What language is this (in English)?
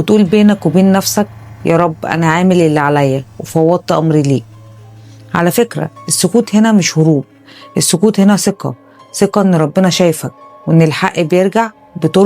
Egyptian Arabic